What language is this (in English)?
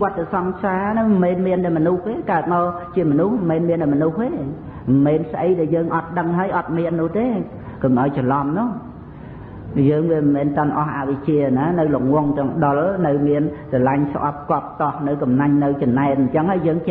Khmer